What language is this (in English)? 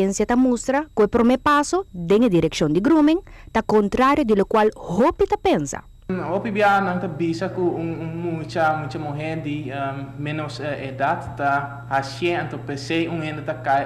Papiamento